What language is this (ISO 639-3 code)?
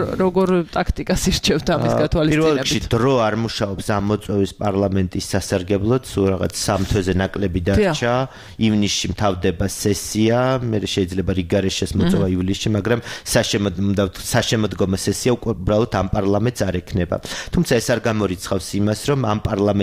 kat